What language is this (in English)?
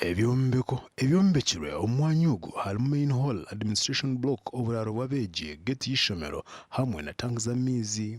Nyankole